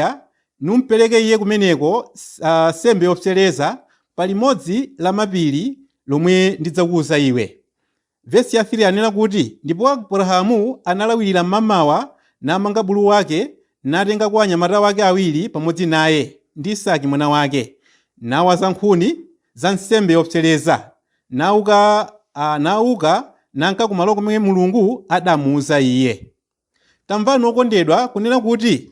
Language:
Nyanja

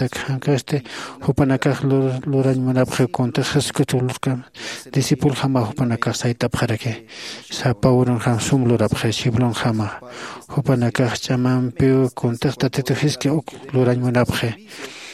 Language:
Aymara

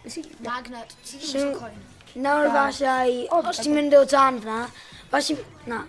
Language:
Welsh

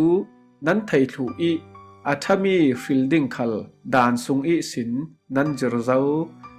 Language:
Falam Chin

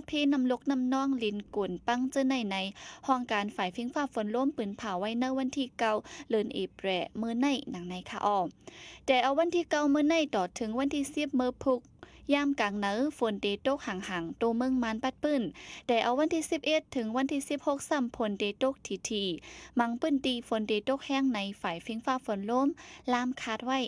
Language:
Shan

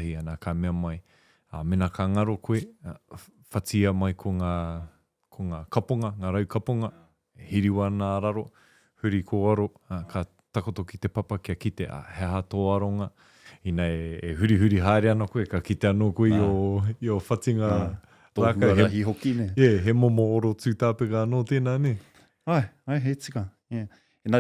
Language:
Māori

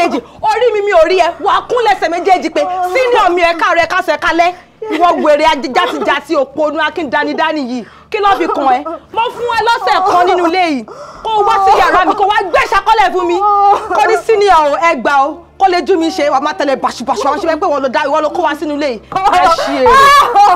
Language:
Yoruba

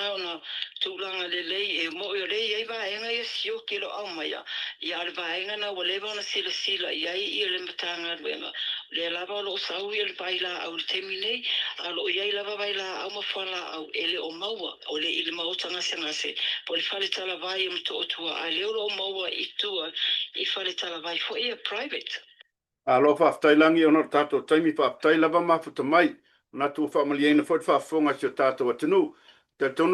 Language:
Samoan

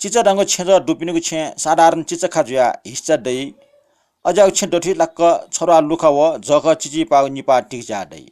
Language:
Newari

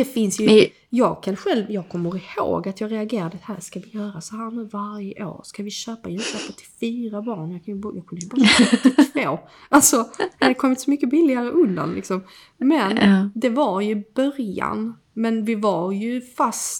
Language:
Swedish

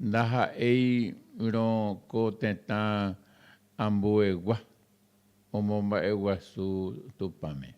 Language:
Guarani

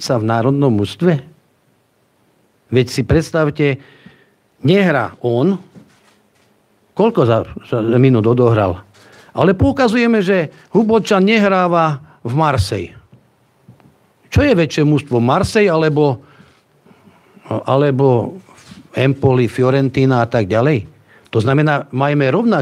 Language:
Slovak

